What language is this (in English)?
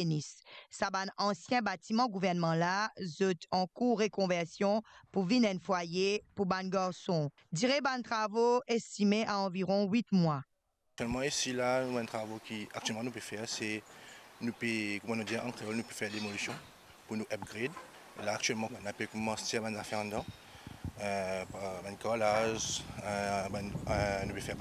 Morisyen